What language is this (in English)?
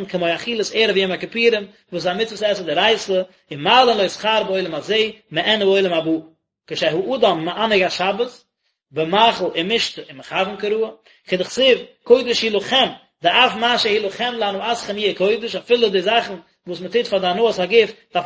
Yiddish